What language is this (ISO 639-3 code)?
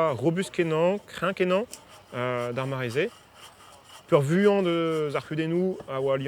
bre